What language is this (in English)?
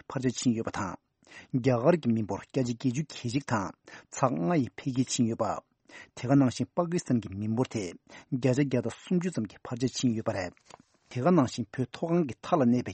Tibetan